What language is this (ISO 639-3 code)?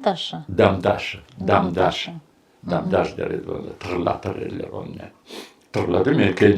crh